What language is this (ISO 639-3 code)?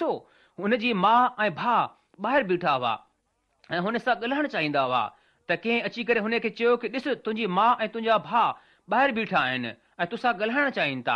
snd